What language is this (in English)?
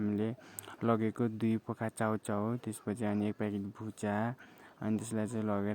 Nepali